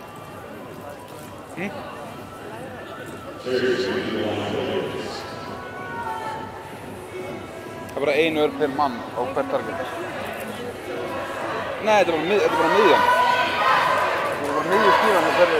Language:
Icelandic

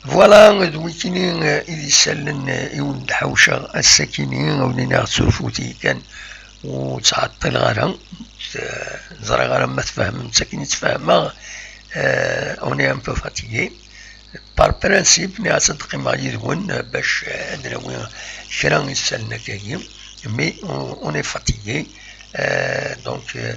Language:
Kabyle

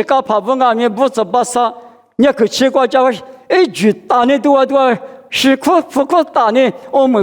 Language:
Lisu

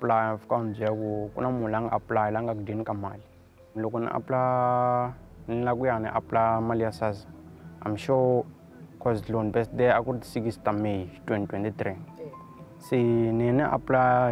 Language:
Tsonga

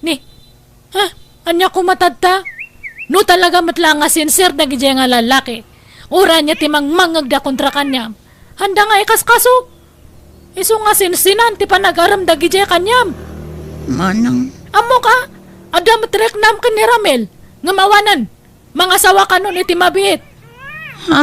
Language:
Iloko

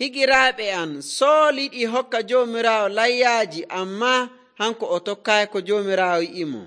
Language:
Nigerian Fulfulde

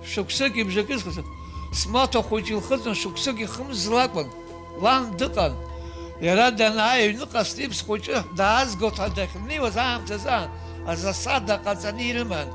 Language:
Abkhazian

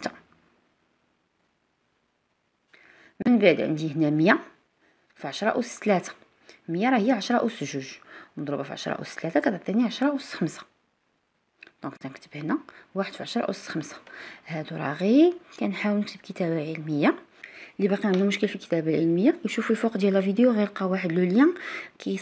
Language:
Moroccan Arabic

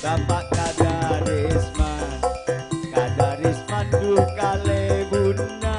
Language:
Madurese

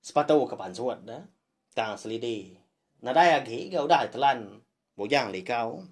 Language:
Iban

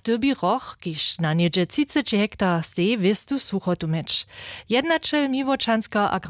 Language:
Upper Sorbian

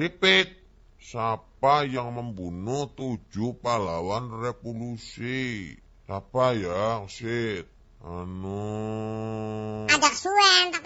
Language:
Javanese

